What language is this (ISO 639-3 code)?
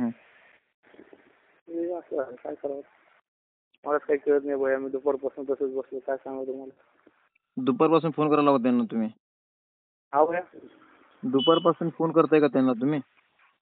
mar